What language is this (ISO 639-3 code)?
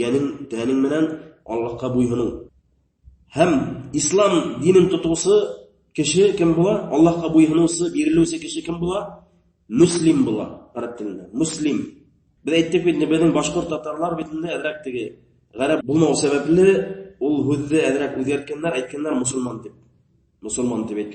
bak